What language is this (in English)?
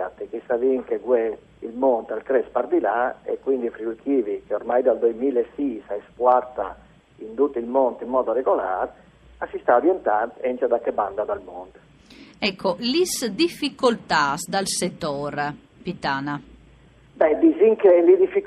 Friulian